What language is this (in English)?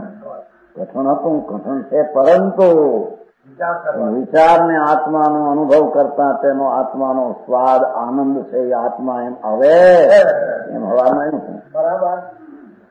Gujarati